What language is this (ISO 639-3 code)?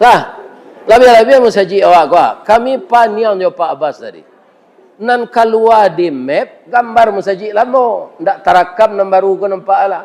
min